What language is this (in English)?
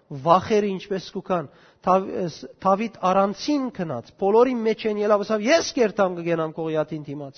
Western Armenian